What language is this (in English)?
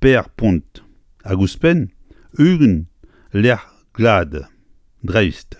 Breton